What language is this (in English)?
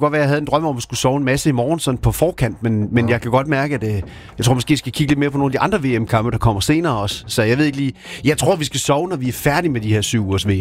Danish